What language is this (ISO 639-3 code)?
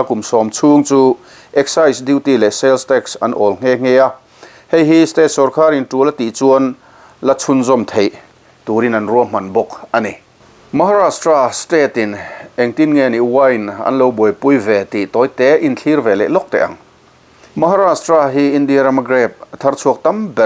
lus